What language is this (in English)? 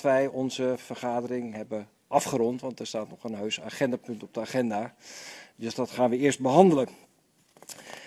Dutch